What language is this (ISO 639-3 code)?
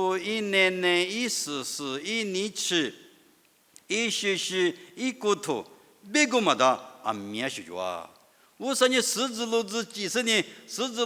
lis